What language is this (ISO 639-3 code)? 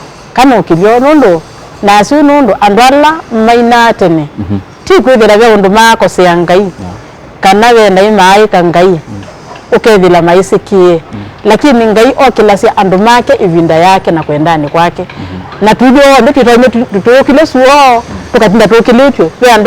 kam